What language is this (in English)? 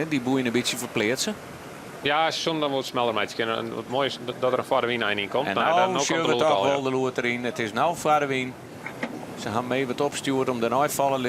Western Frisian